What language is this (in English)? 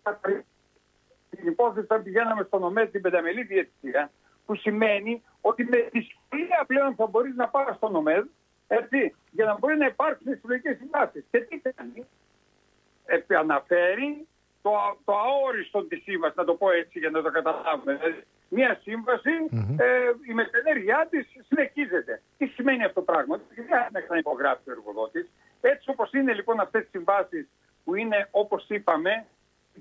Greek